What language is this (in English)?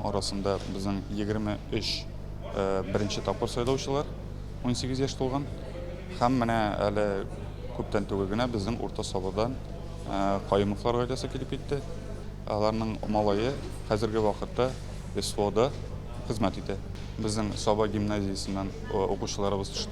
Tatar